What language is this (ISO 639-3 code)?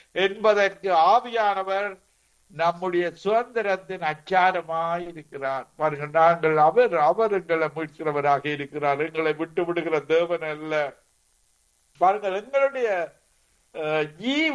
tam